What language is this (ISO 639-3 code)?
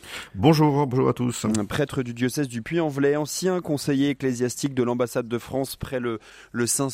fra